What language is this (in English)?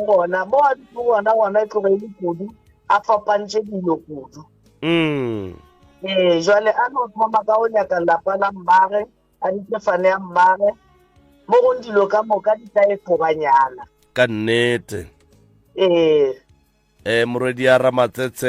Northern Sotho